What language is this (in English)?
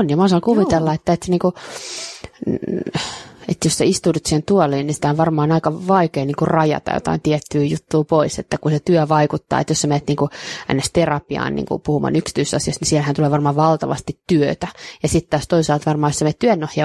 Finnish